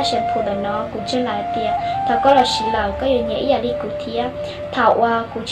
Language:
Hmong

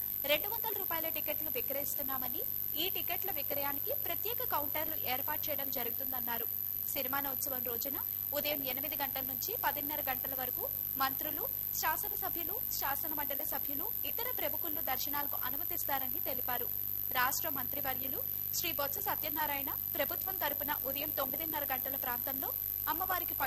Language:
Telugu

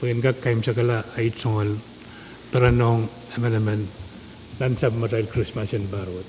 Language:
Pohnpeian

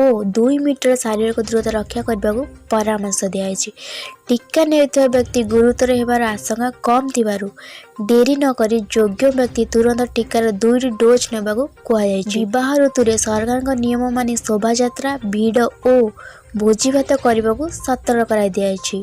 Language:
Odia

